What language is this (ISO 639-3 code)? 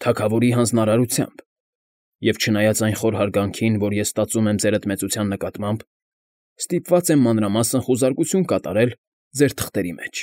hye